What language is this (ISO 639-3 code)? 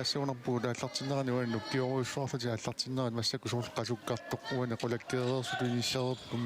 kal